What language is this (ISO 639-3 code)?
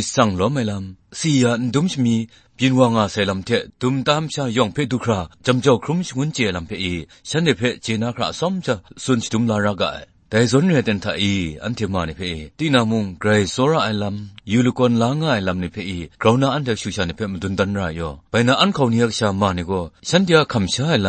kac